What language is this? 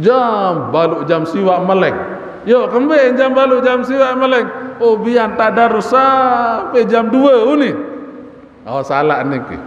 Sasak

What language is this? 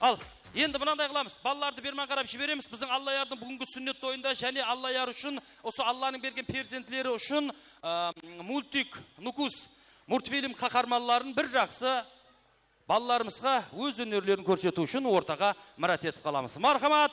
Kara-Kalpak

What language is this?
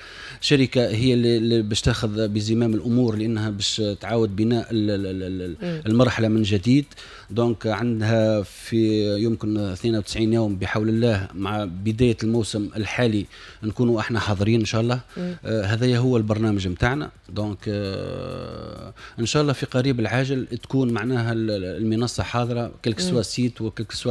Tunisian Arabic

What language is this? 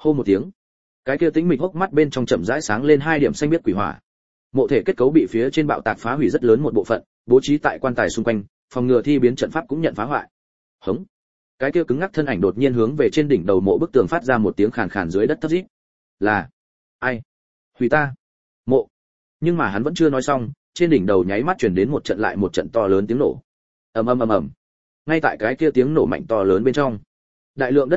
Vietnamese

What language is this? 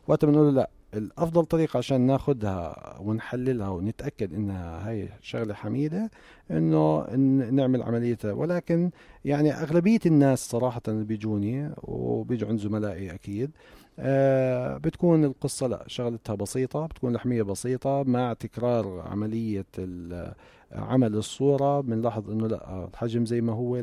North Levantine Arabic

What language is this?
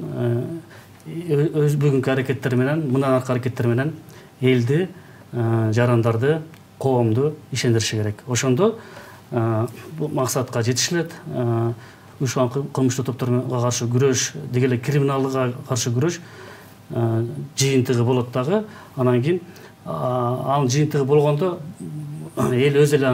Kyrgyz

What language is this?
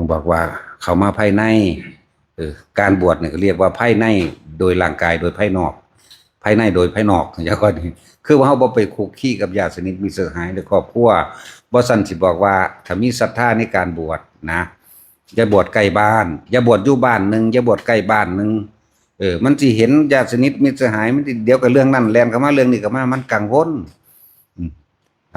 Northeastern Thai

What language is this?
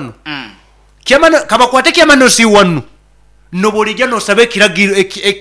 Nyoro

